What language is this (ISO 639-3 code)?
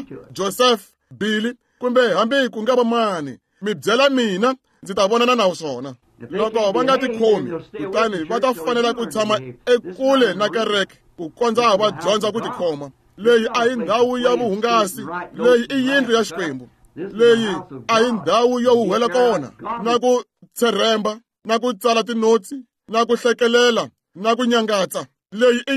tso